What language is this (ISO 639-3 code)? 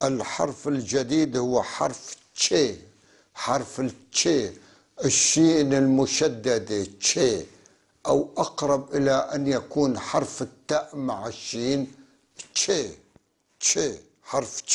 apc